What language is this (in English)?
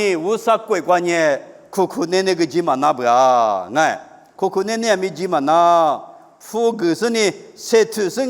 Lisu